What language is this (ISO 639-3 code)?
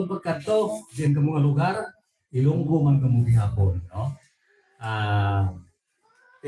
hil